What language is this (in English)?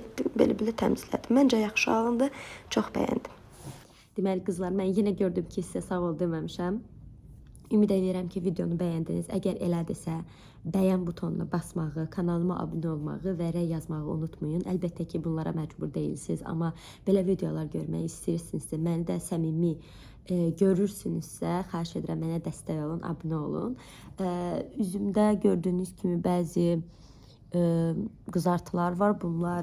Azerbaijani